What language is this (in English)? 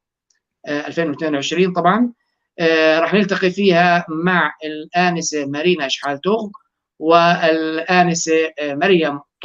North Levantine Arabic